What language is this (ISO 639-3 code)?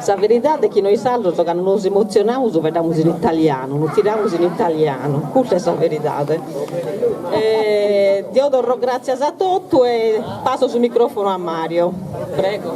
srd